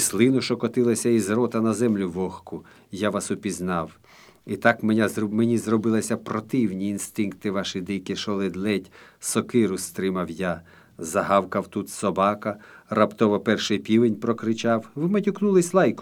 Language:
Ukrainian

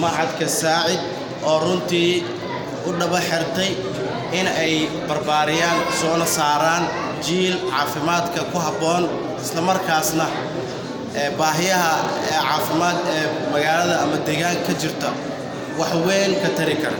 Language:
Somali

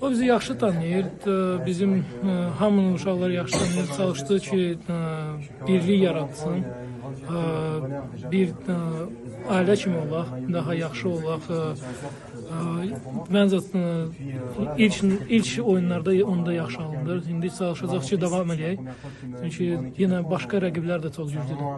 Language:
Azerbaijani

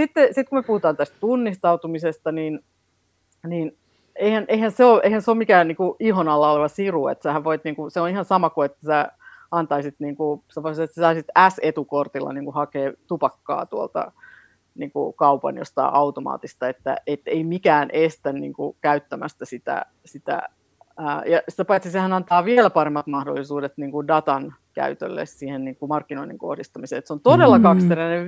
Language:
Finnish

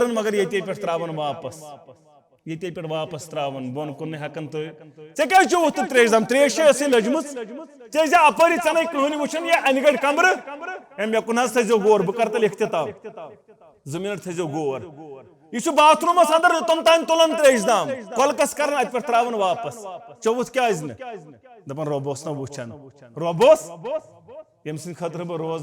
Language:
Kashmiri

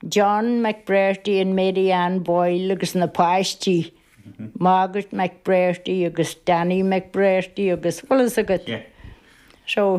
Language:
Irish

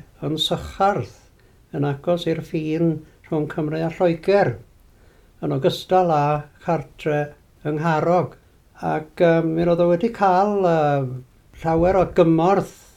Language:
Welsh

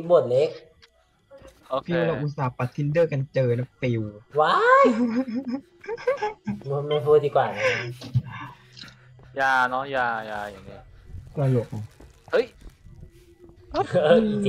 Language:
Thai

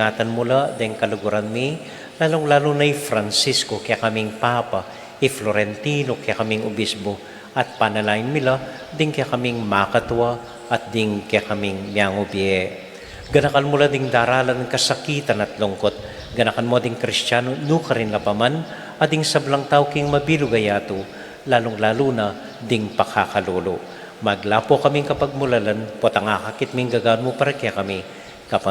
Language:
Pampanga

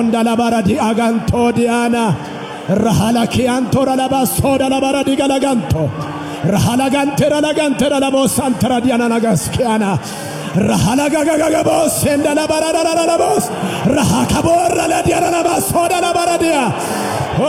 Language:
Oromo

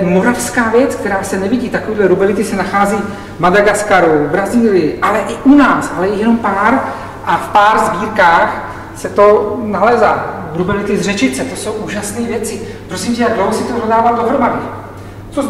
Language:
Czech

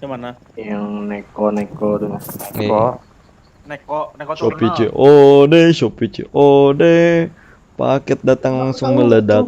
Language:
Banjar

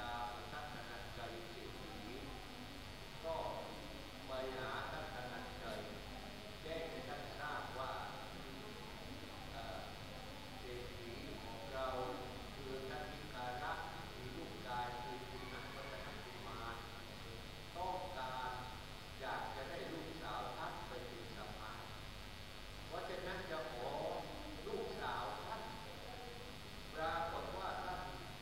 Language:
Thai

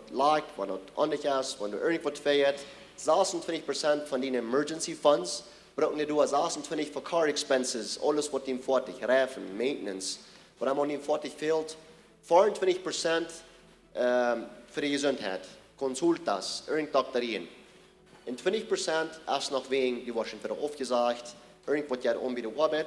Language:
Plautdietsch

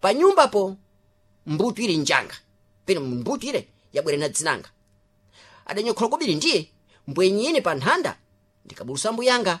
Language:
Sena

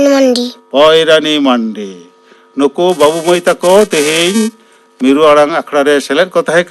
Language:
Santali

